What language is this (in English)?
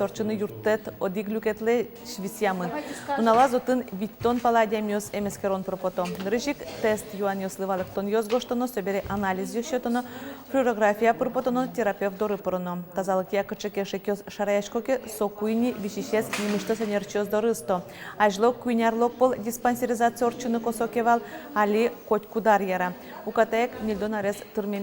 Udmurt